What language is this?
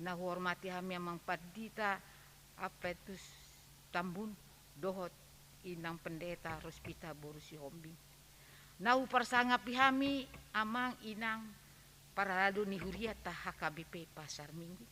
Batak Toba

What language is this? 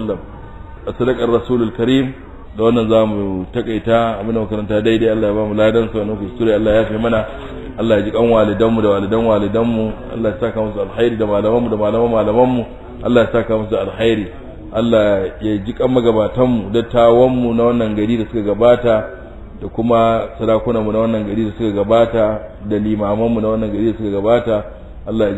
Hausa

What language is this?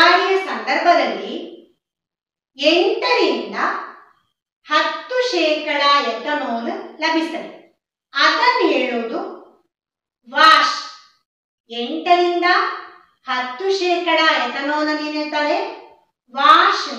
Kannada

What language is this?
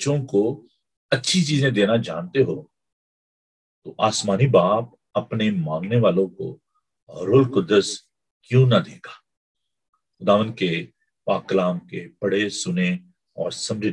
Urdu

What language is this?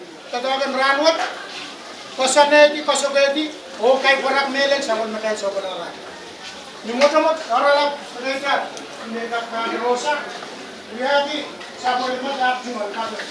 Pohnpeian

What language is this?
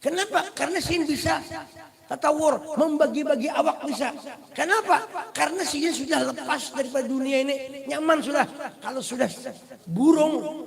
Banjar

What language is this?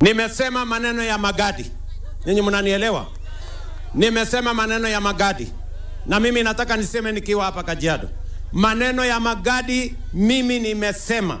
Meru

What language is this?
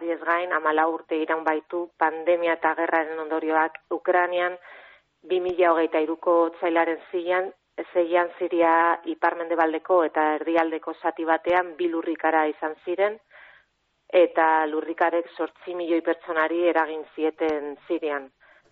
Basque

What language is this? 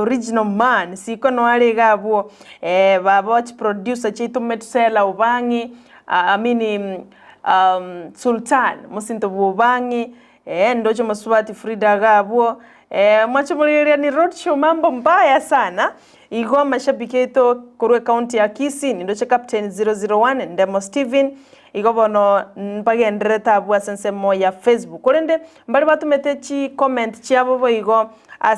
Gusii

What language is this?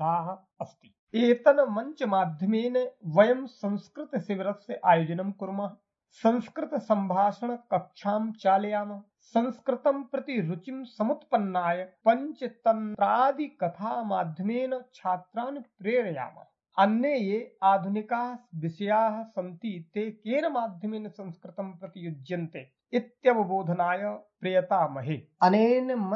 Sanskrit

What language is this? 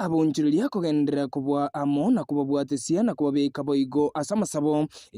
Gusii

